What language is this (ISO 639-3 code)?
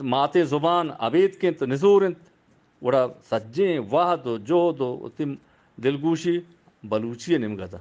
bgp